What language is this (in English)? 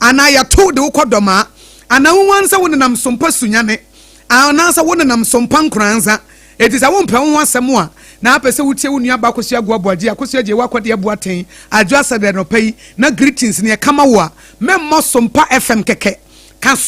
Akan